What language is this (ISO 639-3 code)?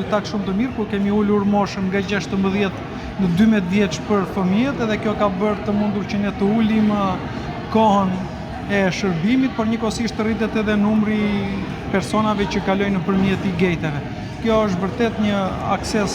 sqi